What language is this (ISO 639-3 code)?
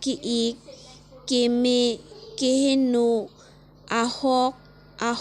mjw